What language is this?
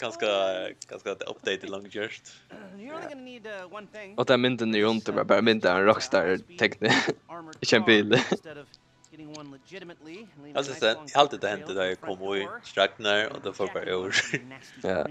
Faroese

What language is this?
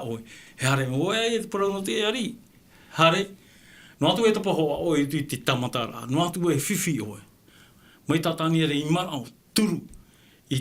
Tahitian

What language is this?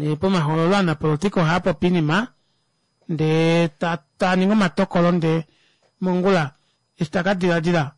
Kuanyama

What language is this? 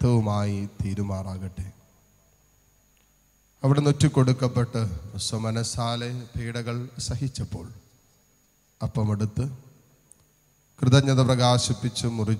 Malayalam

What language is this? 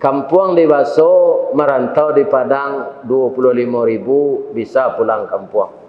Minangkabau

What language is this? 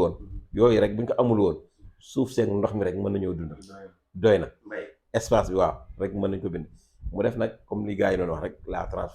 Wolof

